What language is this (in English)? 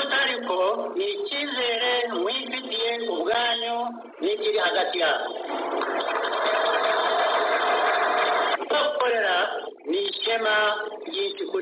Kinyarwanda